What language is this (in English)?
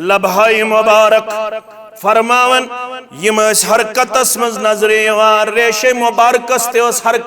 Kashmiri